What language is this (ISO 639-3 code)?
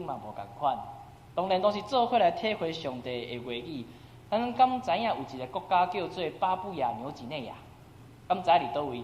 nan